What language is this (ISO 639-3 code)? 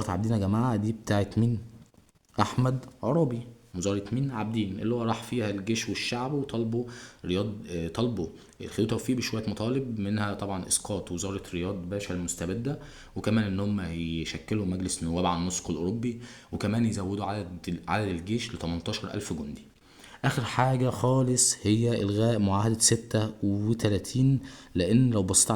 arz